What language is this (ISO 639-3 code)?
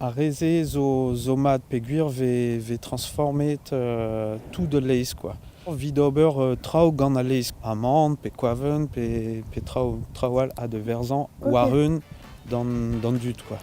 bre